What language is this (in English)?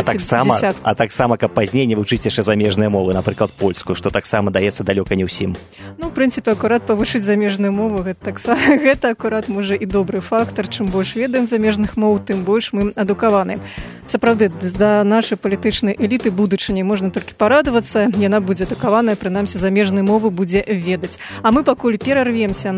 Belarusian